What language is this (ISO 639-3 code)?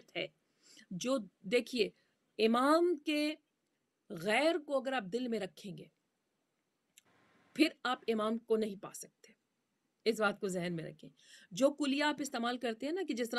urd